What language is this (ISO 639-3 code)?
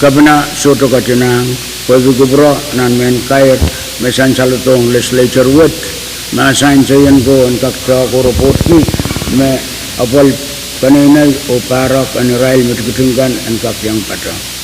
pon